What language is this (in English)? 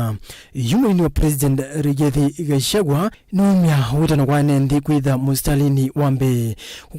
Kamba